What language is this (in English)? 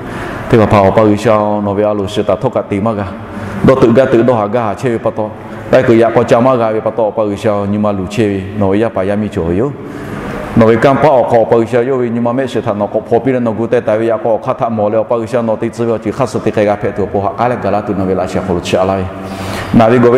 Lahu